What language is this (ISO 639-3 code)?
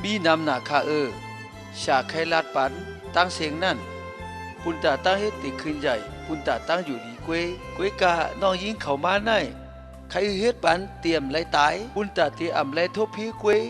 shn